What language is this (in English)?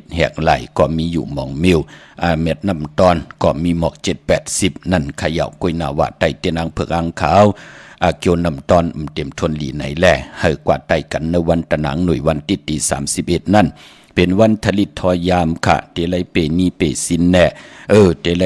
Shan